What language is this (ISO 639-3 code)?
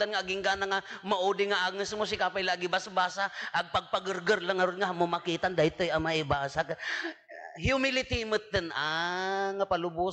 ilo